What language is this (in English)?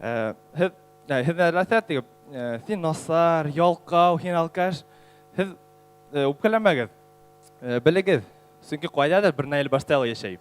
Bashkir